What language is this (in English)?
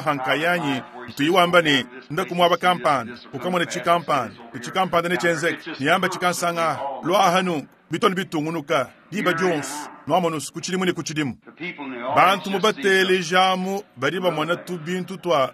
Luba-Lulua